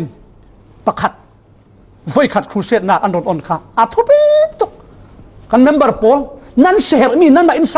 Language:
Falam Chin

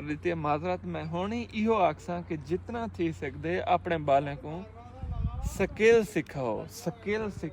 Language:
Saraiki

